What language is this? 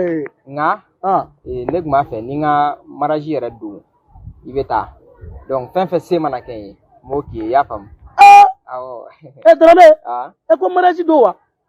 Bambara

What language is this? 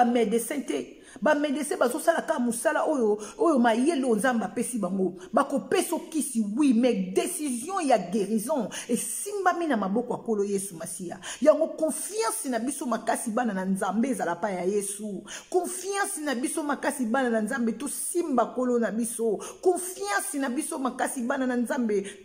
Lingala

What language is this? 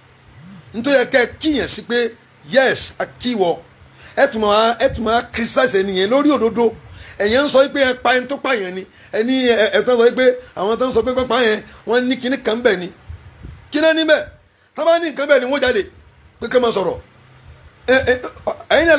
Yoruba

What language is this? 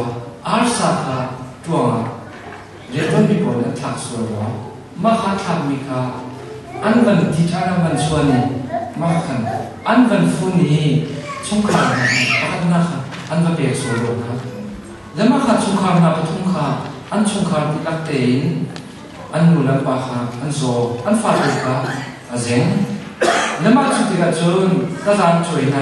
Hakha Chin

